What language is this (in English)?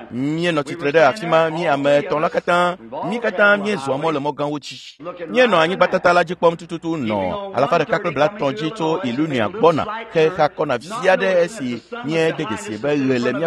Ewe